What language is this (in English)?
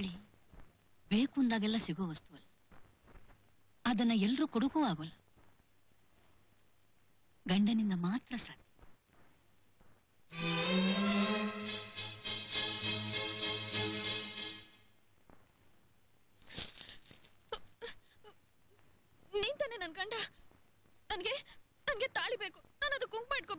Kannada